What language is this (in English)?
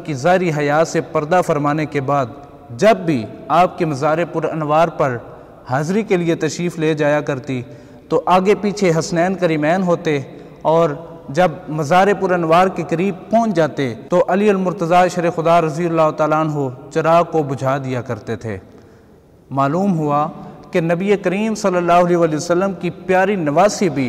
Urdu